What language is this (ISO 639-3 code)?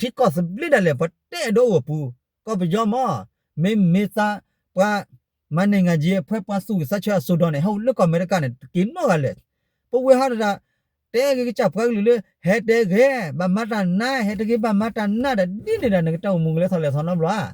ksw